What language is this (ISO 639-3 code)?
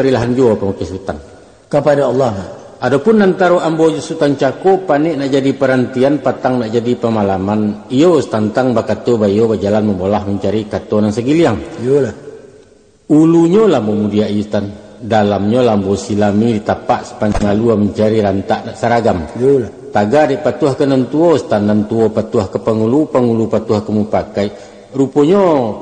min